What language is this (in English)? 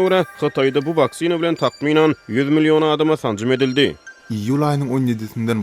Turkmen